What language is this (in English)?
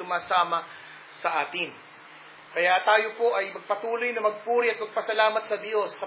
Filipino